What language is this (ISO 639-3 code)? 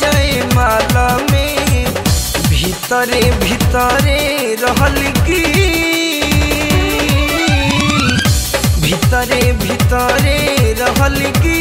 bho